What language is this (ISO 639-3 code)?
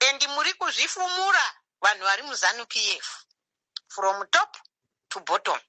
sna